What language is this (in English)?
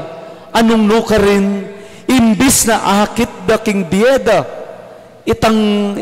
Pampanga